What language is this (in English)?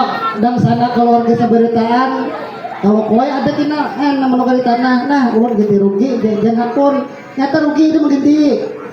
Banjar